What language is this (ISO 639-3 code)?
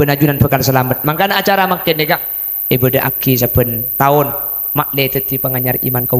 mad